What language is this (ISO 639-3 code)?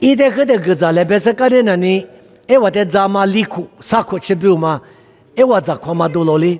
lis